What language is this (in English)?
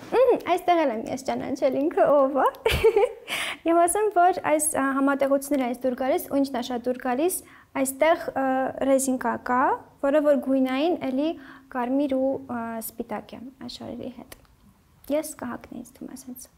Armenian